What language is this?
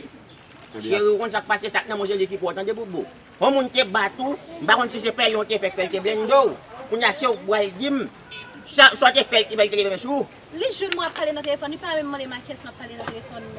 Haitian Creole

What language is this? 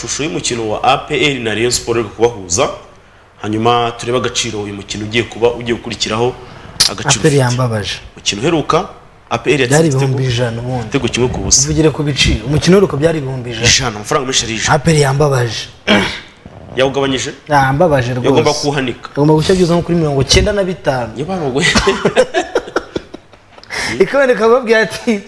Kinyarwanda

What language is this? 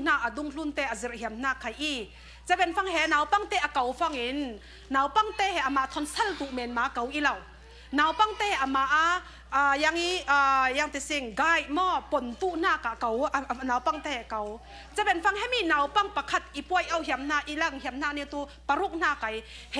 Falam Chin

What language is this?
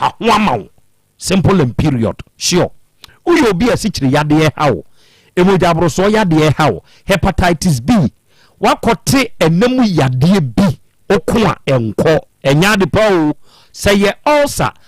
Akan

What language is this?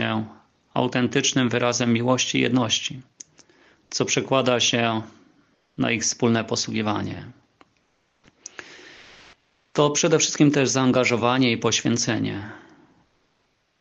Polish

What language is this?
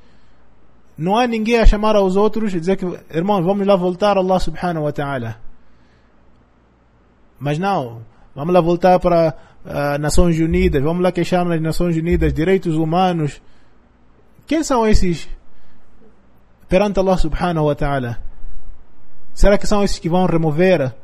Portuguese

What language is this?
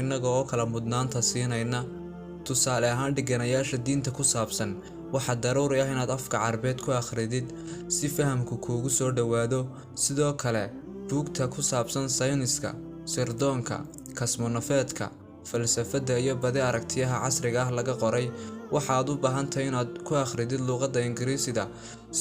Somali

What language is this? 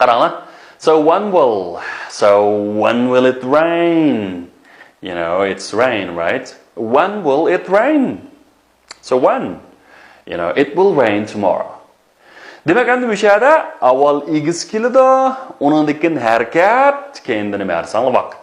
Uyghur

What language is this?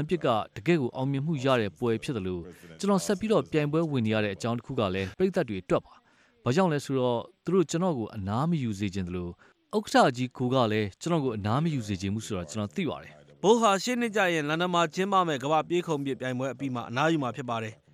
Burmese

